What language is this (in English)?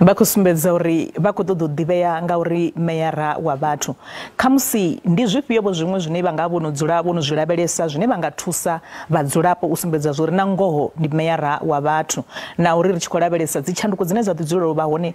Venda